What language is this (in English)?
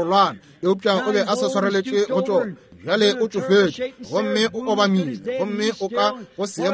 Northern Sotho